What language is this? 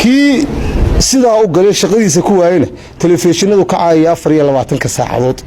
Somali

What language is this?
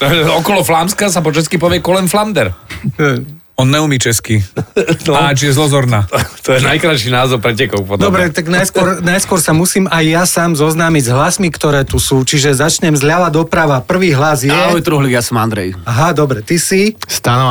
Slovak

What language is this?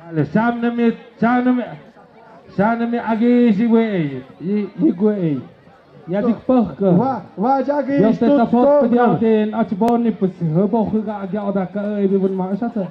Tlahuitoltepec Mixe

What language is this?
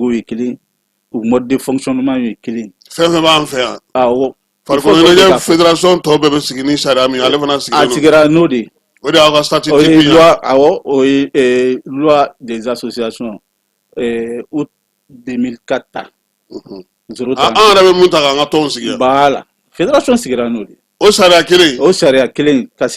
Bambara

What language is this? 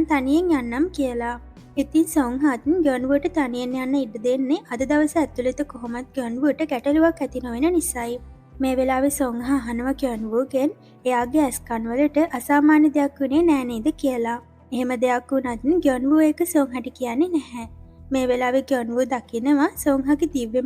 Sinhala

